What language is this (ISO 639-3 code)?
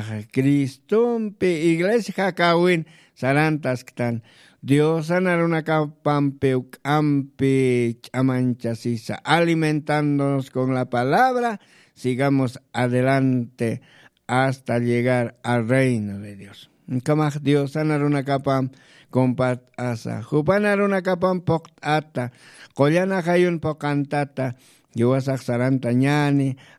aym